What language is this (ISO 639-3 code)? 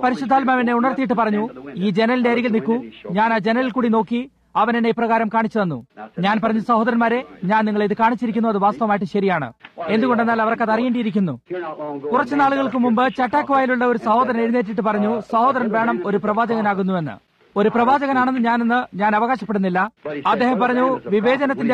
mal